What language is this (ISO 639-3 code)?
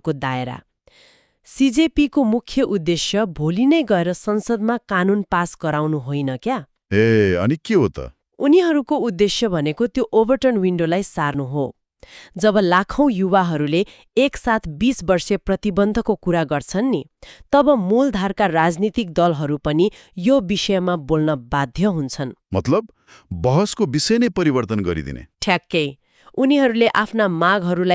nep